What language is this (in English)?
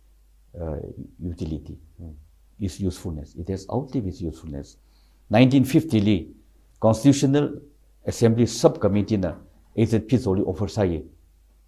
Tangkhul Naga (India)